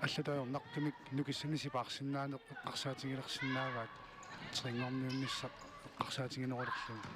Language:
Kalaallisut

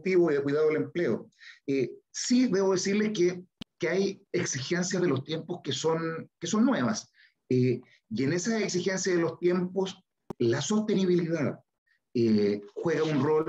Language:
Spanish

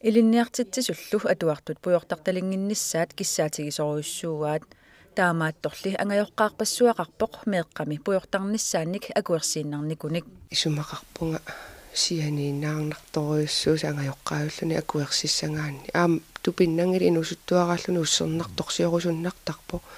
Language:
Kalaallisut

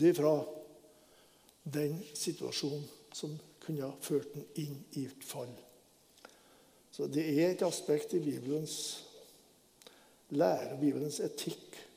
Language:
Norwegian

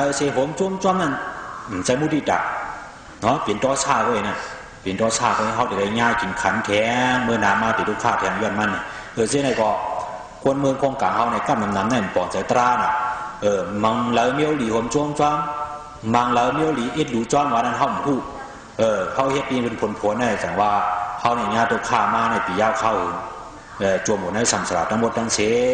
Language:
Shan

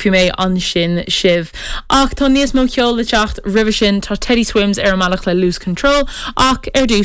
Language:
Irish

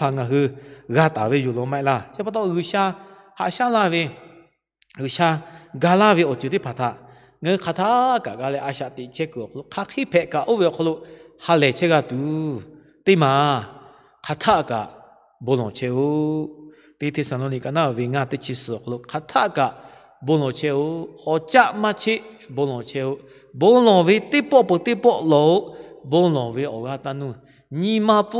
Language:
Lahu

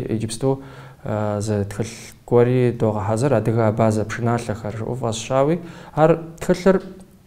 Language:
Kabardian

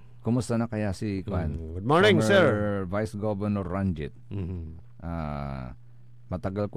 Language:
Pangasinan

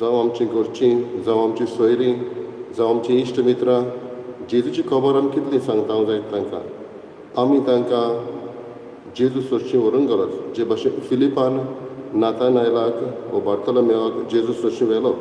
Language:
Konkani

